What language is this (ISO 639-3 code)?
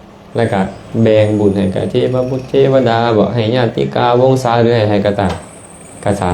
lao